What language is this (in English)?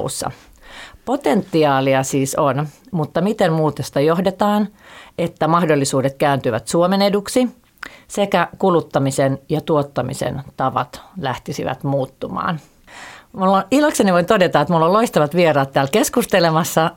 Finnish